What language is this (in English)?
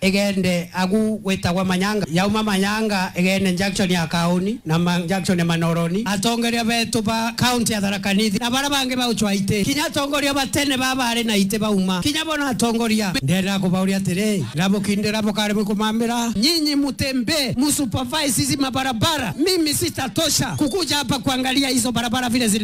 Meru